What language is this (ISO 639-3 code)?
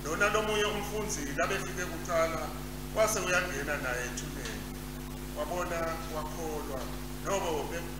ssw